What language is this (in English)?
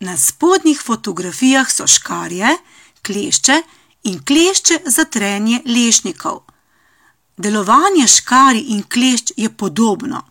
Slovenian